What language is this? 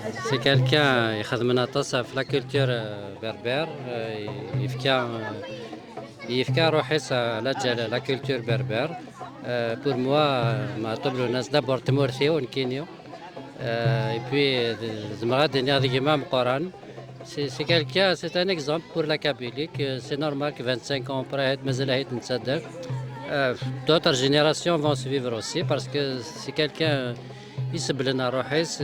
Kabyle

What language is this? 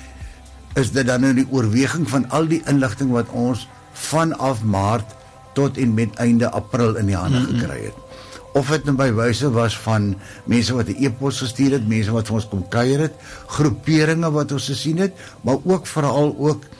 Afrikaans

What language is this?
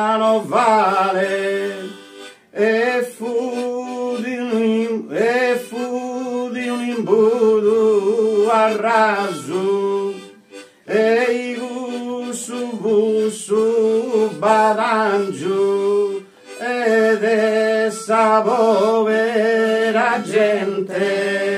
Sardinian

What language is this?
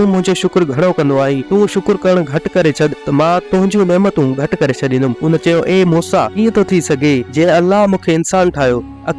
Sindhi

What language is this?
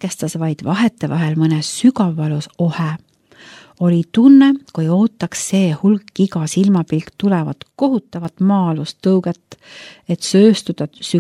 Estonian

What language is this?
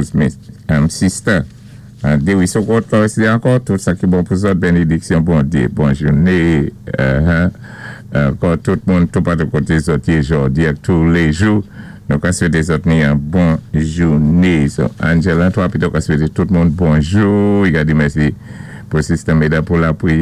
Saint Lucian Creole French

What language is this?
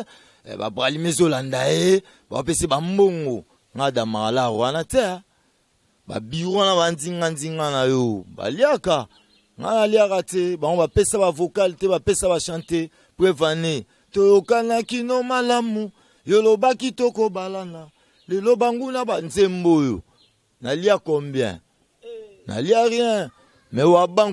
Lingala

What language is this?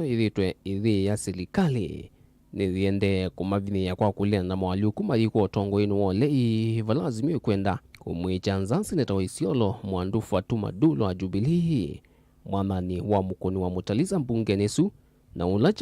Kamba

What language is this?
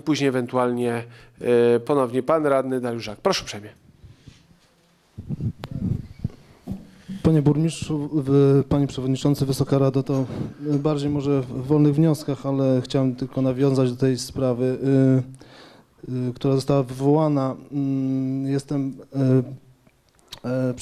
Polish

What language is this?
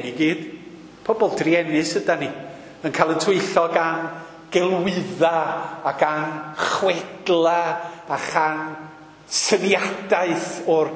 Welsh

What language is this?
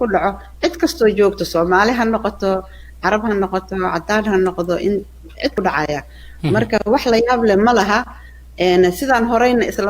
Somali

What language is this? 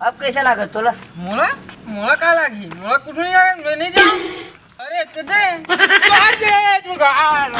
Chhattisgarhi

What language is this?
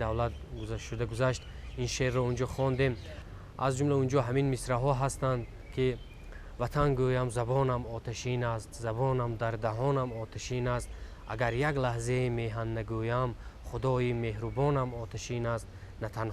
Tajik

